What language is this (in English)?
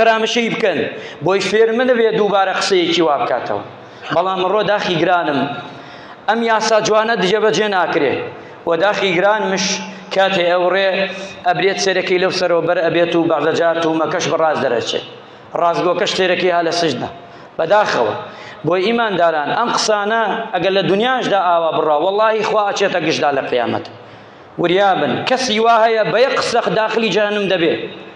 Central Kurdish